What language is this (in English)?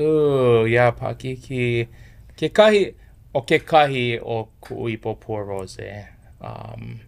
Hawaiian